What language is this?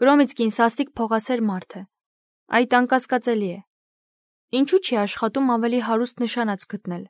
Armenian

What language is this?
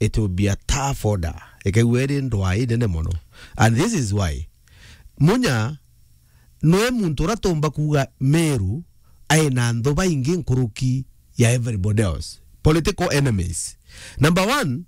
Meru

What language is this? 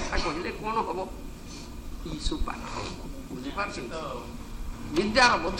Odia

